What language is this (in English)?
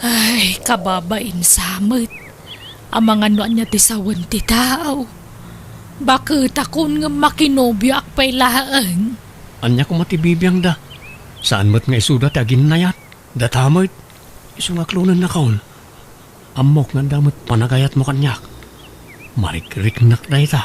Iloko